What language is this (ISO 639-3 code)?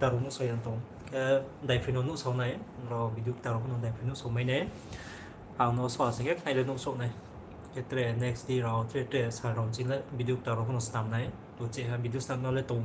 ria